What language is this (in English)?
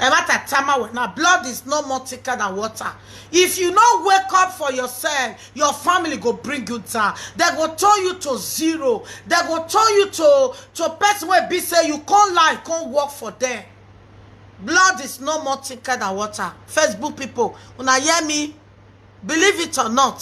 Nigerian Pidgin